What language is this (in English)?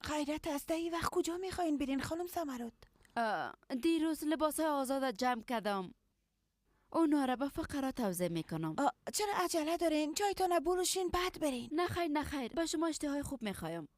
Persian